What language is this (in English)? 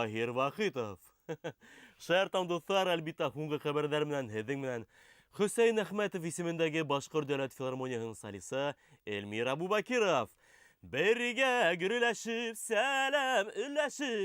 Bashkir